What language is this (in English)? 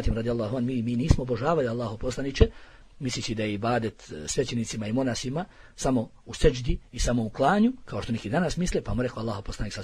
Bosnian